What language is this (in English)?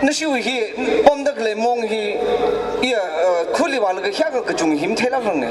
Tangkhul Naga (India)